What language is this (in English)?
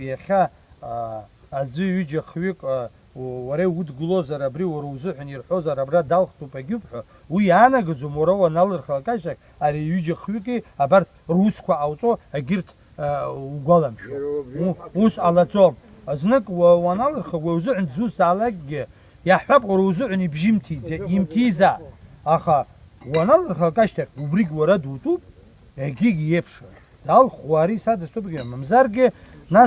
Abkhazian